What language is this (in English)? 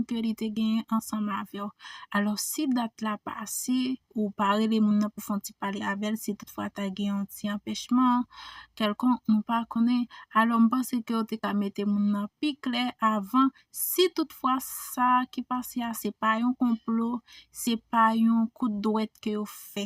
Haitian Creole